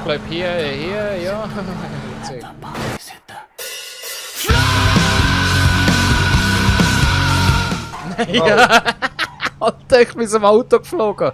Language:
Swiss German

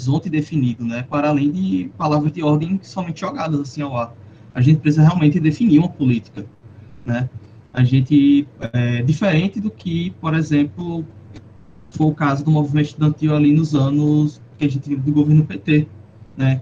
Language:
Portuguese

